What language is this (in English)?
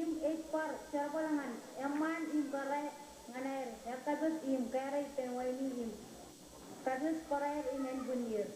Marshallese